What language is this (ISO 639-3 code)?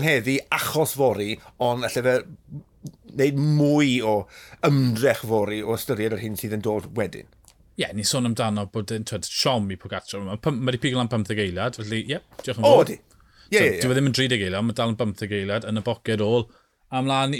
cym